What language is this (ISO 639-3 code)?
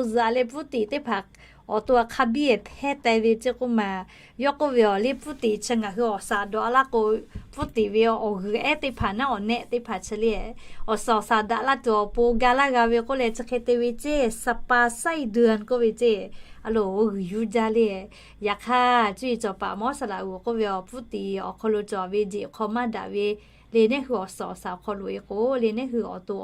lhu